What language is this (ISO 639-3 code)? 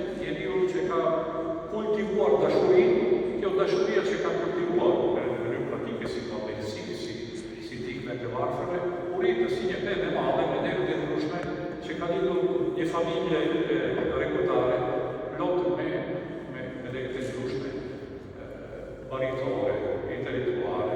sqi